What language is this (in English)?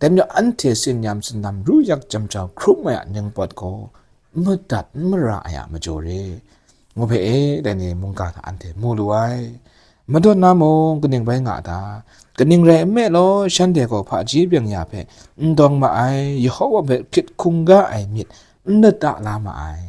Kachin